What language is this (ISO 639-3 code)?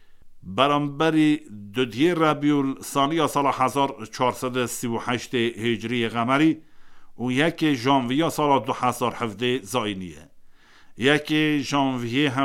kur